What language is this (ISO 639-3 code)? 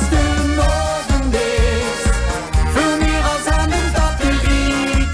lim